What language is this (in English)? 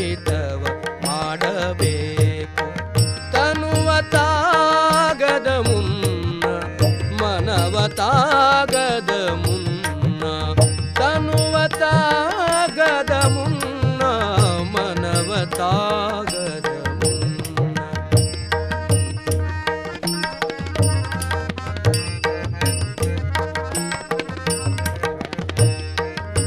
Kannada